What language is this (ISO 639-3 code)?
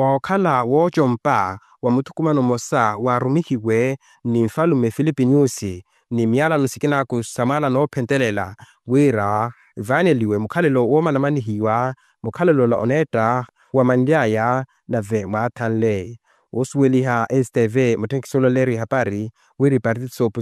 vmw